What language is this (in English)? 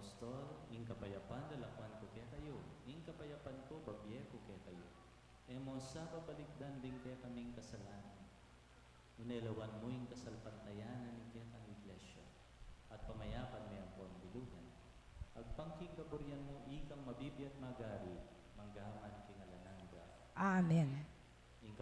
Pampanga